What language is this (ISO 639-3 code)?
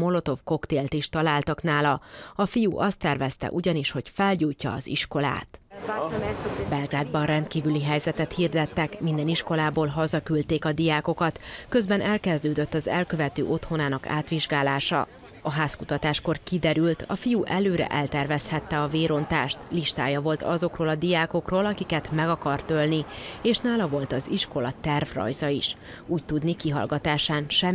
hun